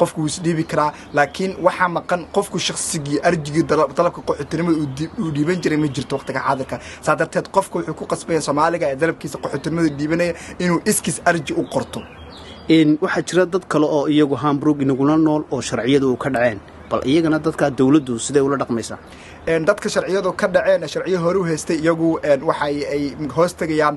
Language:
Somali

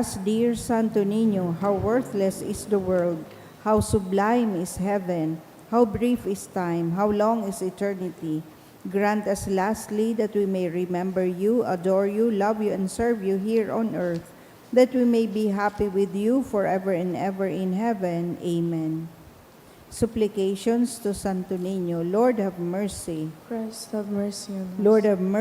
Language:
Bikol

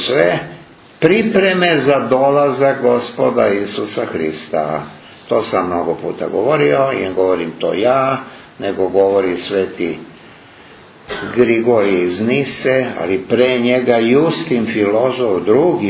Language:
Serbian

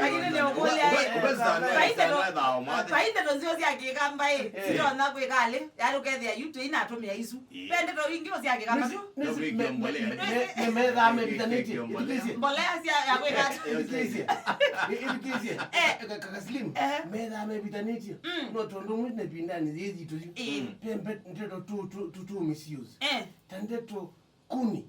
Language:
Kamba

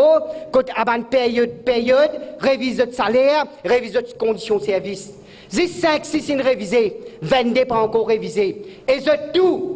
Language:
Morisyen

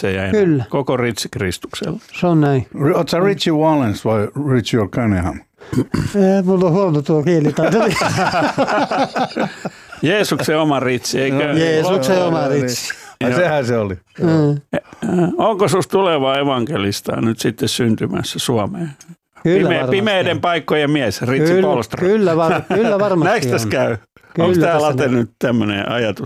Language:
Finnish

